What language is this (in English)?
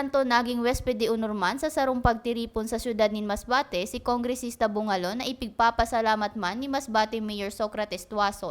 Bikol